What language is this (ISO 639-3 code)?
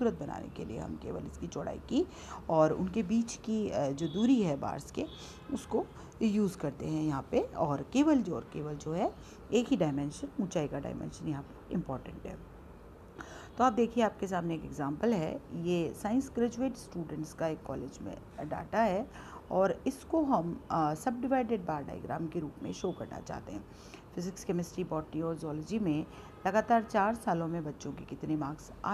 hin